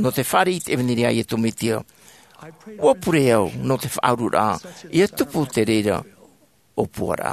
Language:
Tahitian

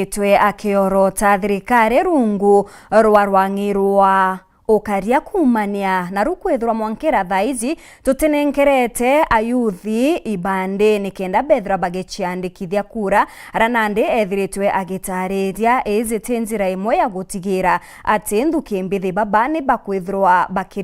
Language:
Meru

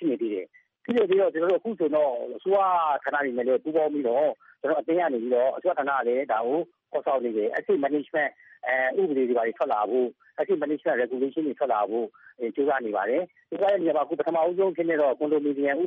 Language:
Burmese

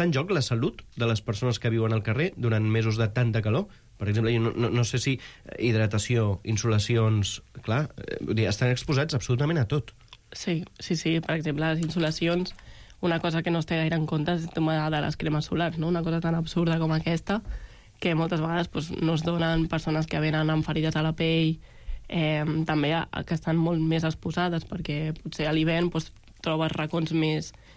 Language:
Catalan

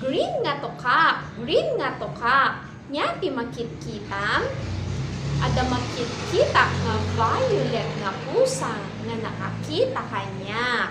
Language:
Iloko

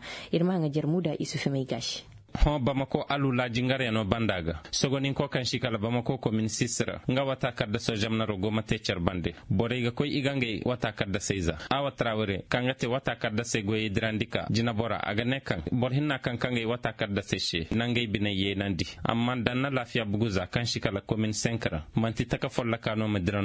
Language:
Zarma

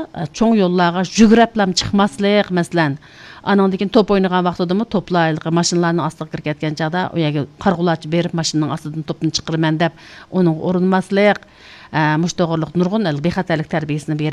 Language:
Uyghur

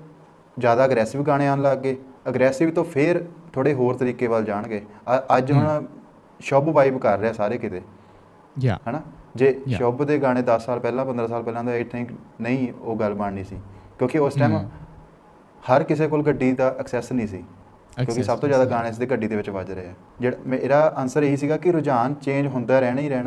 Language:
Punjabi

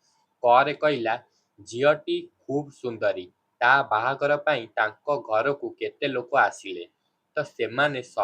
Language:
Odia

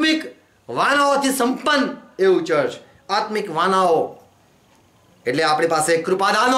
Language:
Gujarati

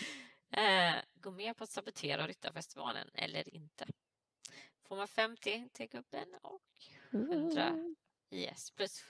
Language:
Swedish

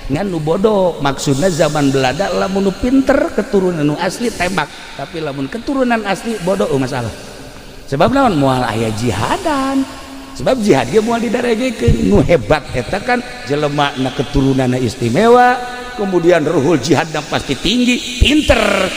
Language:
Sundanese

